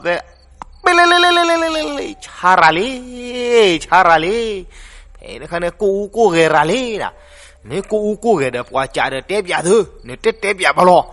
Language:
S'gaw Karen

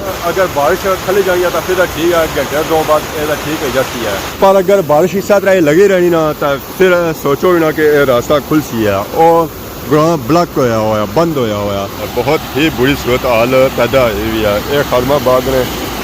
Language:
Pahari-Potwari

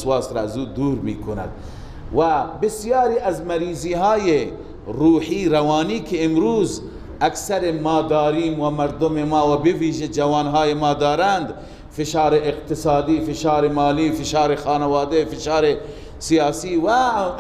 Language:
Persian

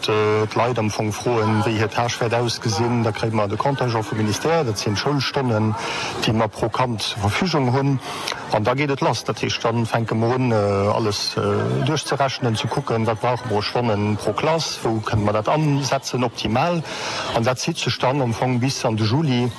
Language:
Luxembourgish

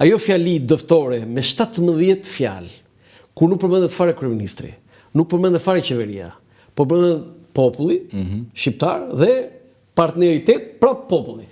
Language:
Albanian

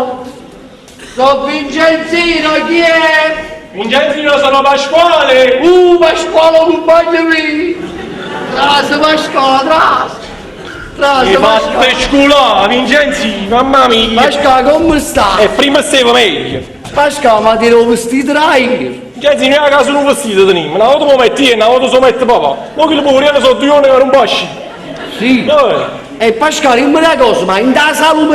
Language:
Neapolitan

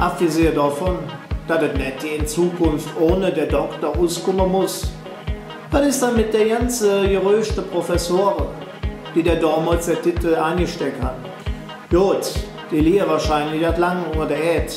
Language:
Colognian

